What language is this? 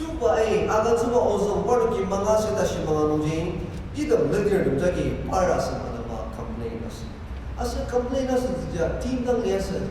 Ao Naga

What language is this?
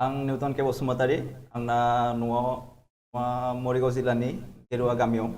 Bodo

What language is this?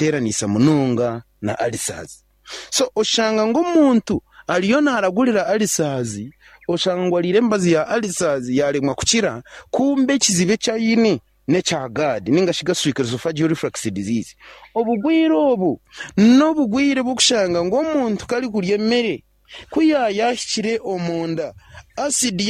Nyankole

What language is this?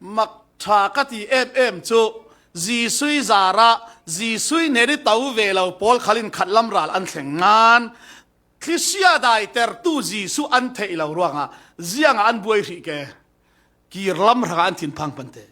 Falam Chin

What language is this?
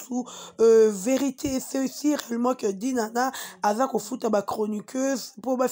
Lingala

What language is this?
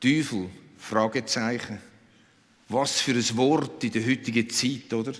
Swiss German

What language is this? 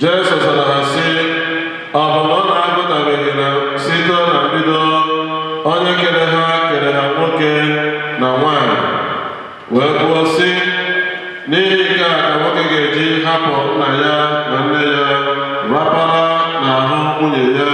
Igbo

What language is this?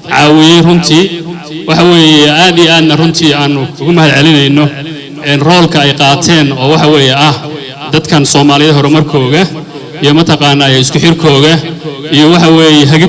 Somali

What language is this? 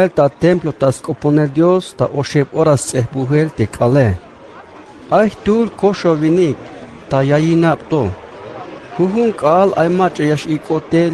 Tzeltal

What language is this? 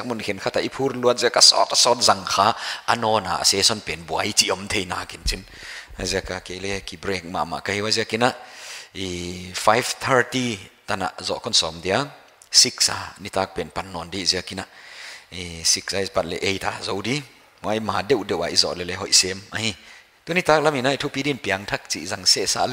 Paite Chin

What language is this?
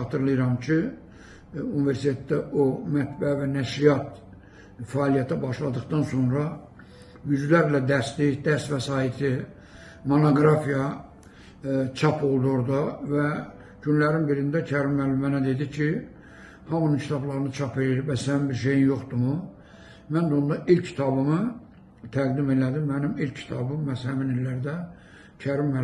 Azerbaijani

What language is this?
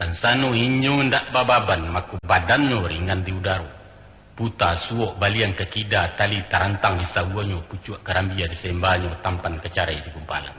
Minangkabau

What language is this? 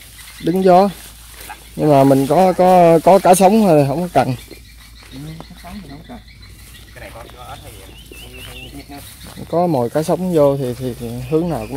Vietnamese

